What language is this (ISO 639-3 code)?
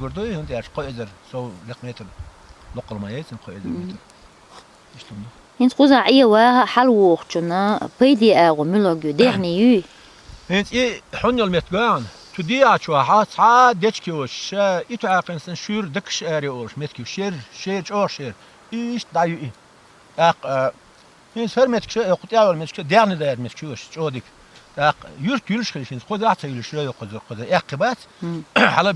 che